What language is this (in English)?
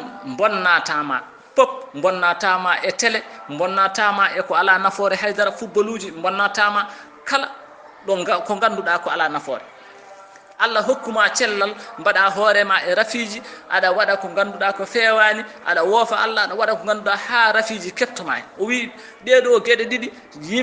Fula